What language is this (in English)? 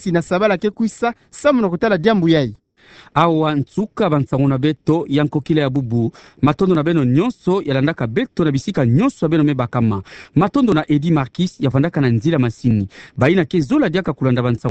Kituba (Democratic Republic of Congo)